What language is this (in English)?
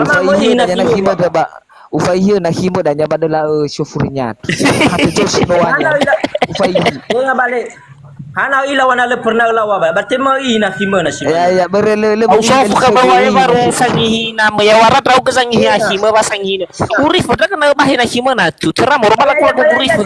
Nias